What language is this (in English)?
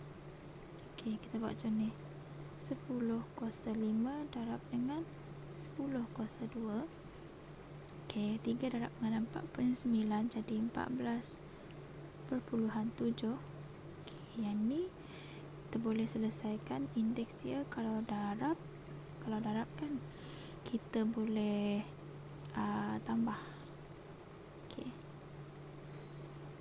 Malay